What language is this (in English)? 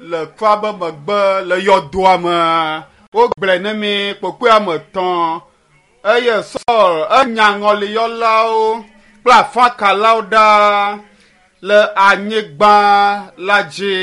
Ewe